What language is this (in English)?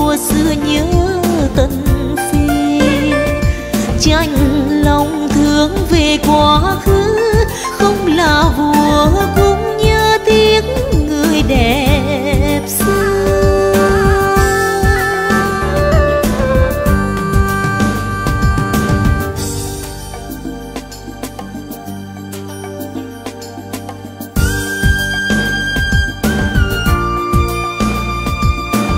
Vietnamese